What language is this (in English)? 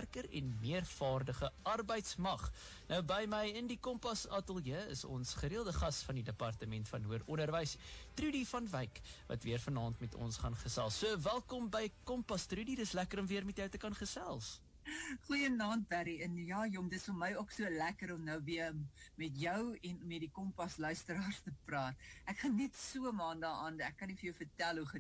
Afrikaans